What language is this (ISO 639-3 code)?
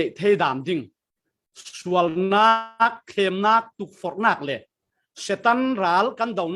cfm